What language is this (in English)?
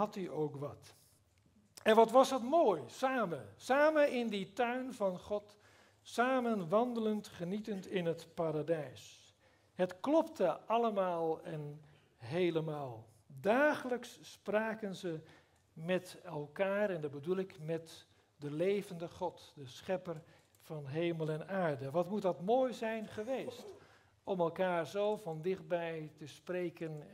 Dutch